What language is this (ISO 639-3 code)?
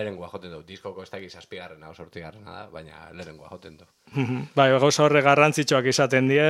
eus